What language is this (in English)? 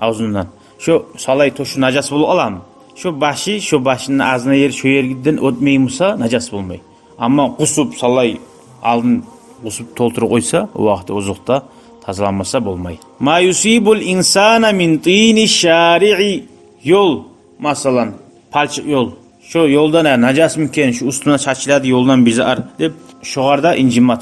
Kumyk